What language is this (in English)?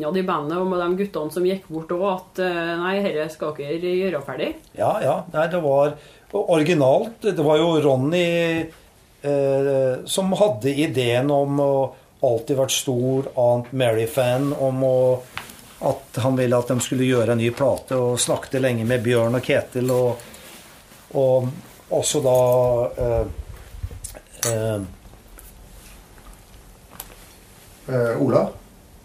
Norwegian